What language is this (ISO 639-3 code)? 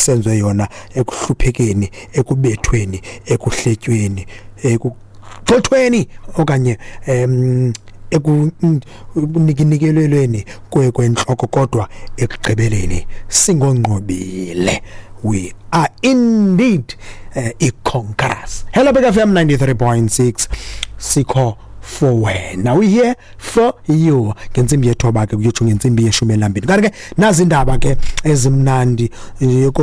xho